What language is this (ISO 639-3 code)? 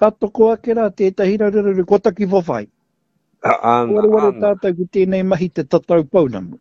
mri